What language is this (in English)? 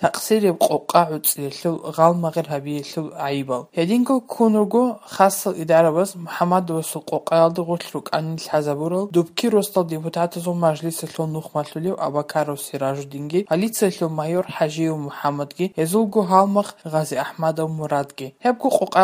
Avaric